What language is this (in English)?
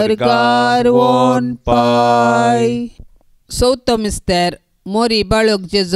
Konkani